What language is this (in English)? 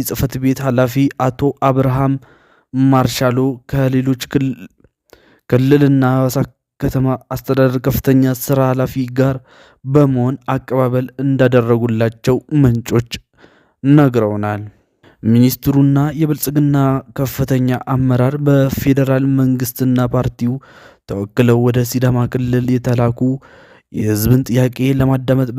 Amharic